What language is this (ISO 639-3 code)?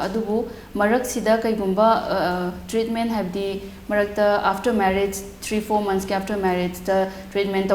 mni